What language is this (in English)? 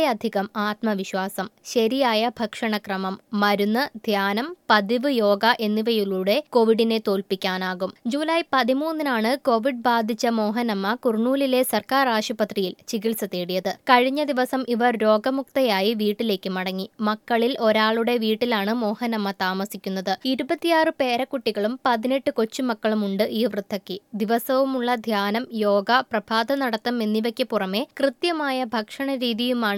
Malayalam